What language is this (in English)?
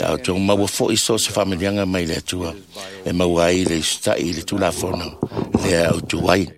Samoan